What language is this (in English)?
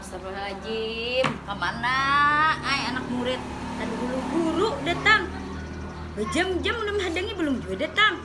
Banjar